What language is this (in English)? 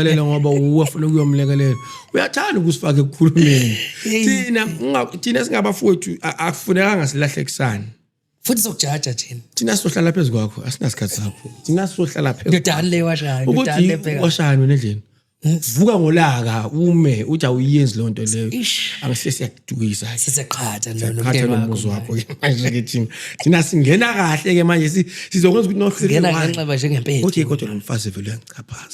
Zulu